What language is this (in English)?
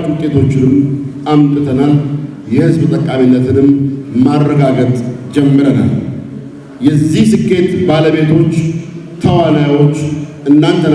Amharic